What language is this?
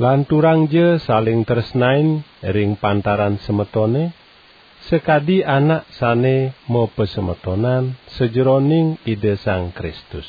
Balinese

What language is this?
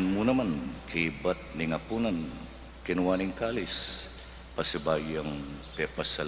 Pampanga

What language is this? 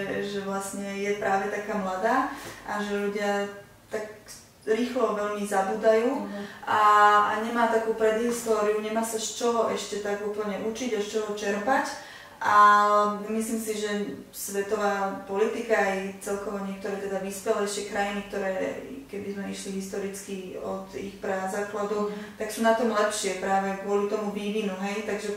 Slovak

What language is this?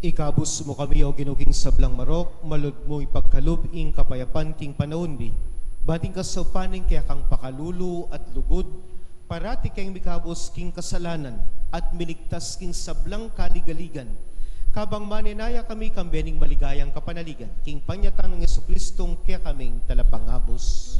Pampanga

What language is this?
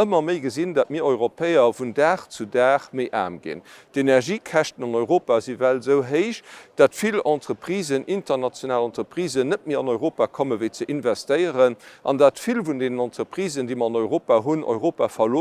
Luxembourgish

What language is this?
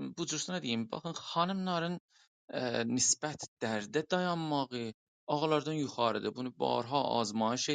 South Azerbaijani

